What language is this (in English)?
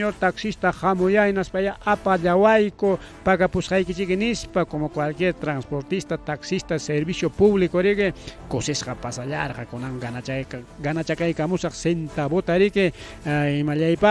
Ayacucho Quechua